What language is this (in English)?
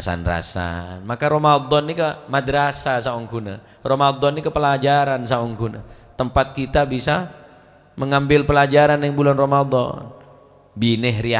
Madurese